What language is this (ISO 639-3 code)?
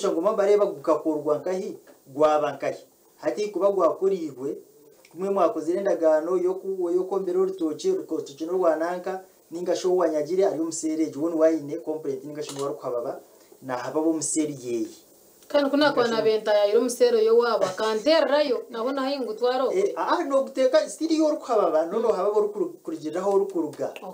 kin